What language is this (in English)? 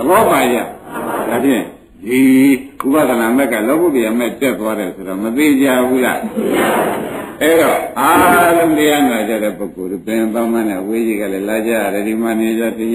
Burmese